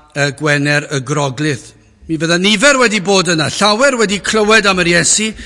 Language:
Welsh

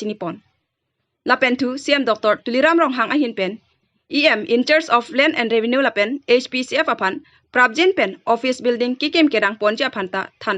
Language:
Karbi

